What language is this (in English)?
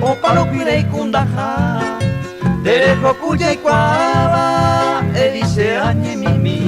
Guarani